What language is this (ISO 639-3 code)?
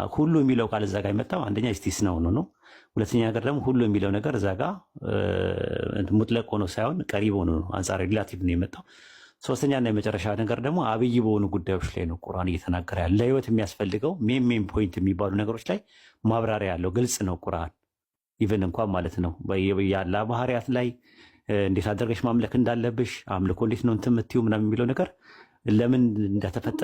amh